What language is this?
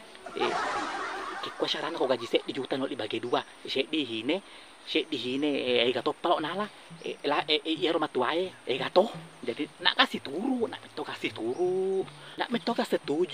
Buginese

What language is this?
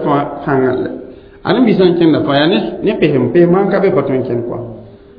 Mossi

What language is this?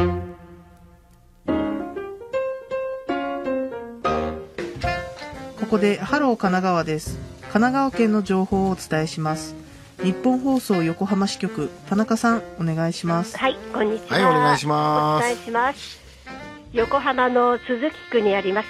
Japanese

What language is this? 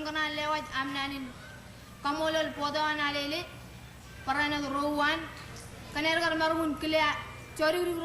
Marshallese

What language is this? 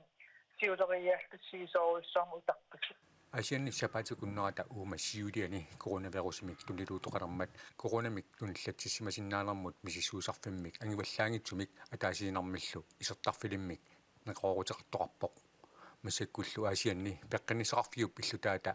Kalaallisut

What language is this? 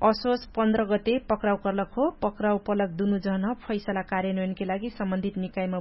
Dangaura Tharu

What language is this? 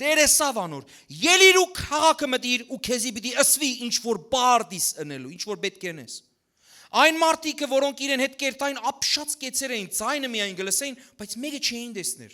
Western Armenian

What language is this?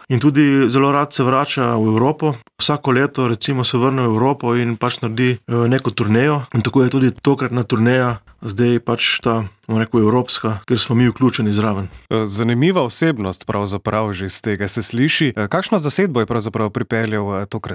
Slovenian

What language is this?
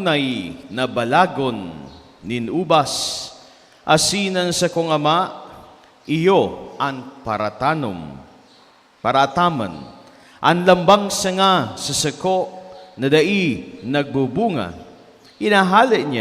Bikol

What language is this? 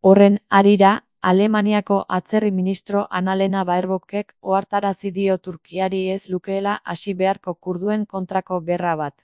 Basque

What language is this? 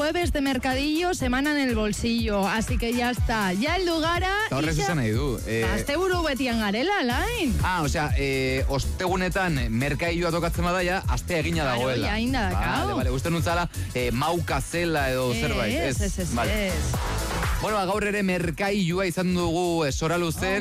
Basque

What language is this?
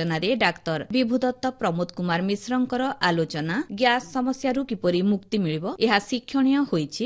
Odia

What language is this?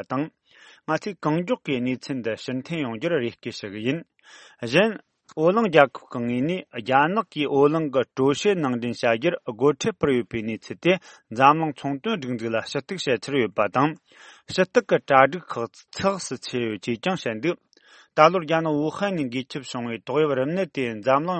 Serbian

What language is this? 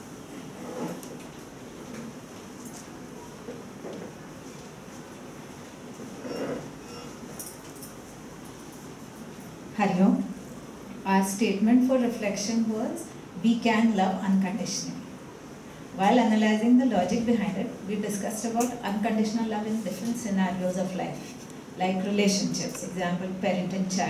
English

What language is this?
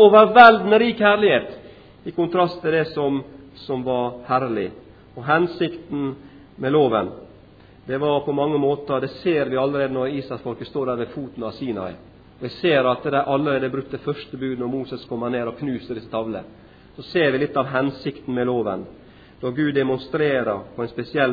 Norwegian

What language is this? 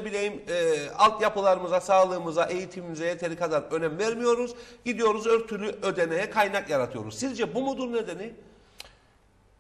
Turkish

